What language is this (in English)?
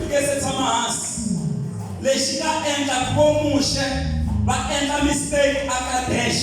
Tsonga